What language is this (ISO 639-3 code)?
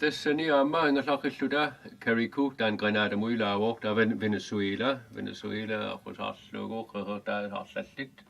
kal